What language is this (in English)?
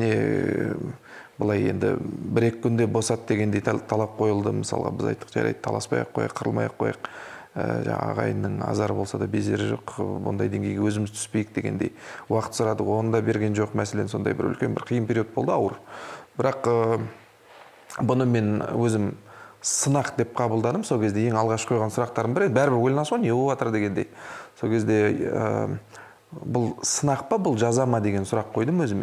Kazakh